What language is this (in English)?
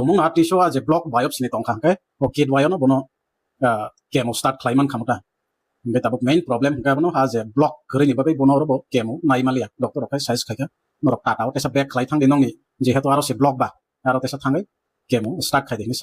Kok Borok